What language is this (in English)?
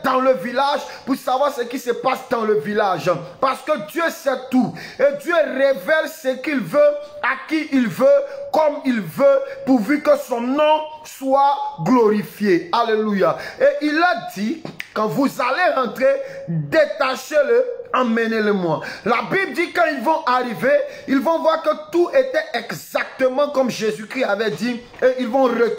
French